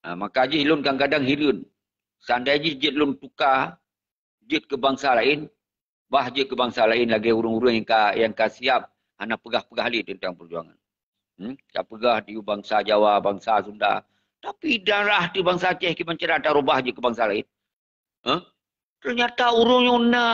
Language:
Achinese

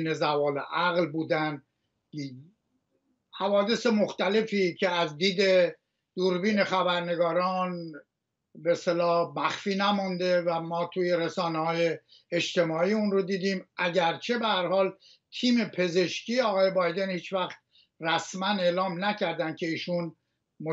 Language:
Persian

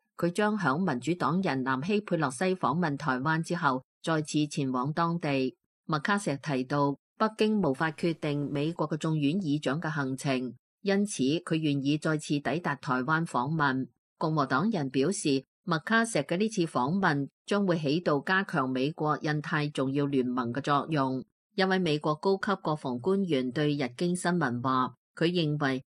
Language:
Cantonese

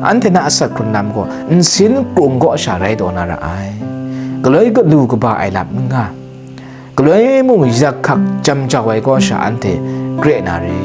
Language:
Kachin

